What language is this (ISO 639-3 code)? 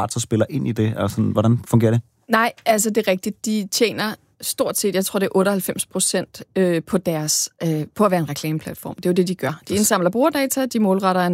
dan